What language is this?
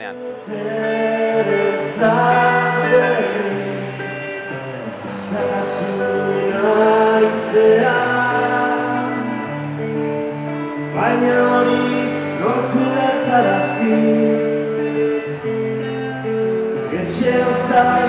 Basque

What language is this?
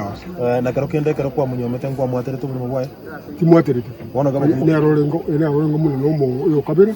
Gusii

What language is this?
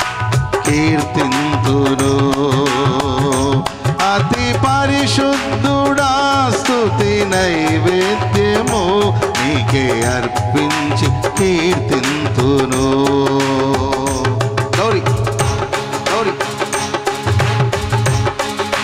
Telugu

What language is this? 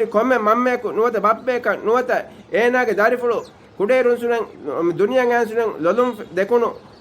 Divehi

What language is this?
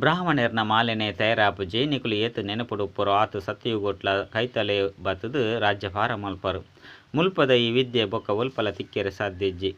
Tulu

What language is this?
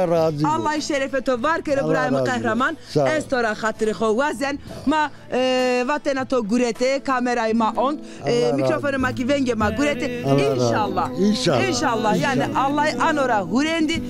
Zaza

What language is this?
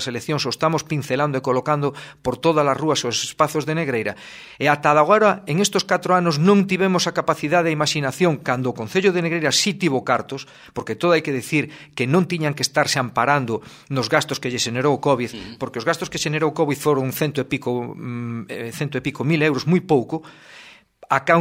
Galician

